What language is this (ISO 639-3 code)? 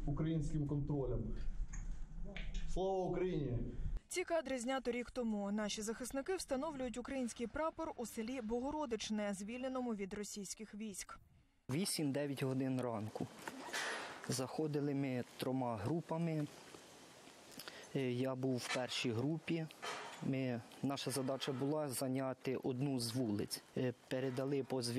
ukr